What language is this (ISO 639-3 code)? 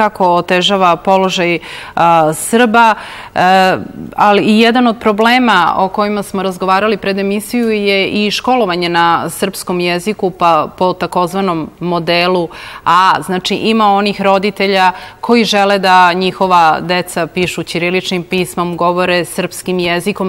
srp